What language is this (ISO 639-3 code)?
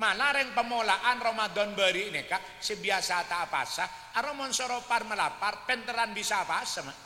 mad